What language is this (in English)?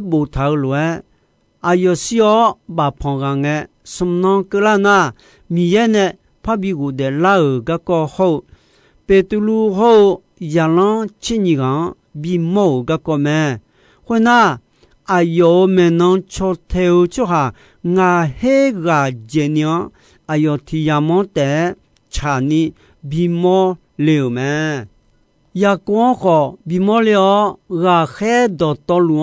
Akha